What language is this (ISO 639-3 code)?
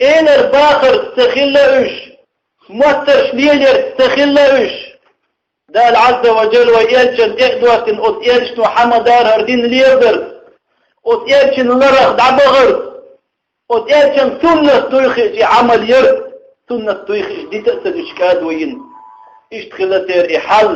che